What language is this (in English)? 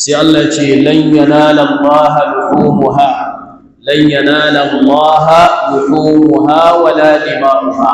Hausa